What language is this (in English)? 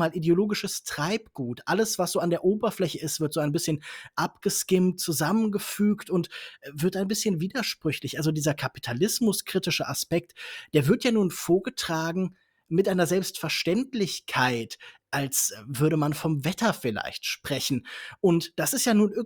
German